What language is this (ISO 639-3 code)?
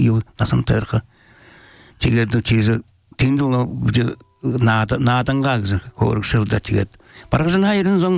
bel